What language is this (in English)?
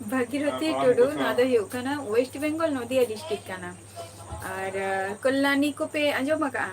Santali